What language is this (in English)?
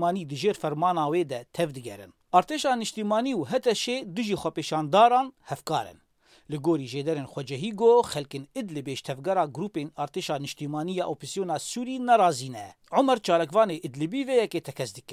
Kurdish